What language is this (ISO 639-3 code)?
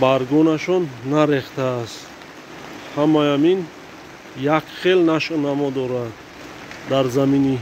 tgk